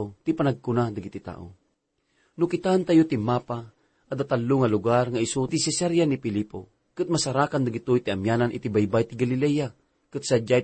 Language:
Iloko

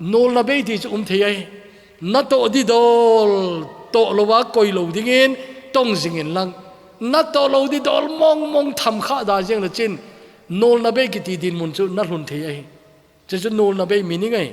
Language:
Thado Chin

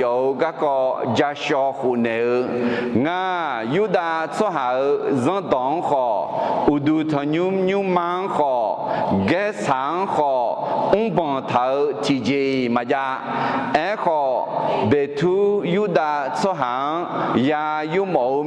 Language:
Akha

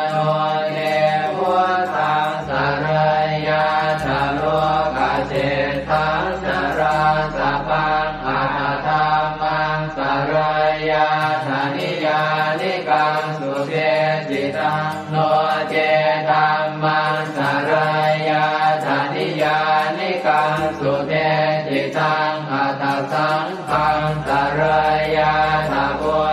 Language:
Pali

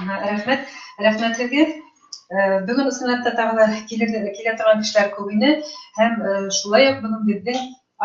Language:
Bashkir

